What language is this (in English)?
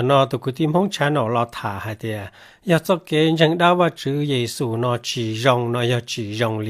Hmong